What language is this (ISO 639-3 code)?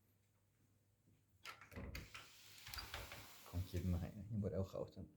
lao